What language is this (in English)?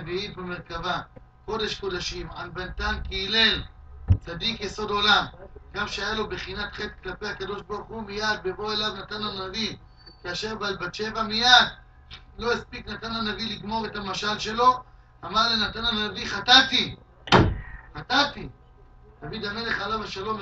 Hebrew